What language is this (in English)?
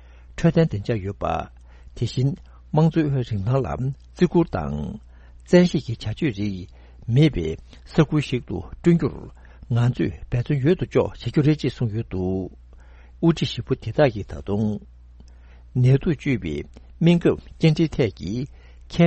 Tibetan